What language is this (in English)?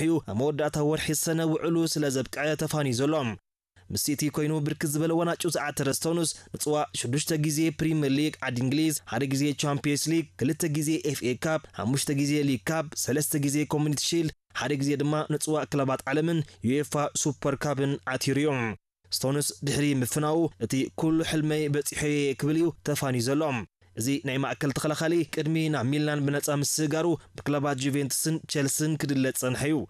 Tigrinya